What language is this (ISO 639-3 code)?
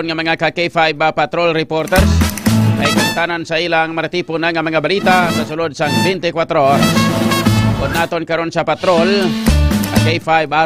hil